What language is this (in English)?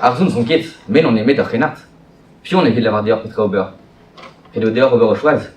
Breton